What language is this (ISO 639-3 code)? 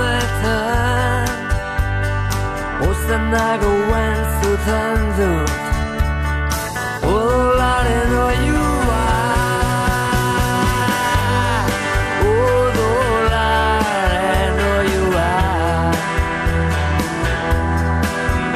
eus